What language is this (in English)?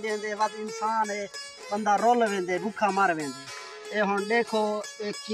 Saraiki